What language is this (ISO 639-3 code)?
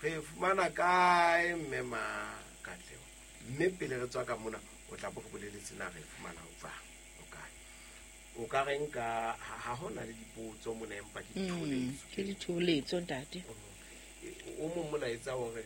sot